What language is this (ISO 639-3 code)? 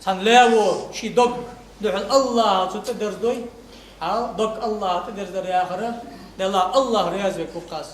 inh